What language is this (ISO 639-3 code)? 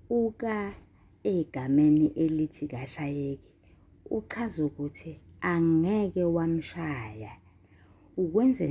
zul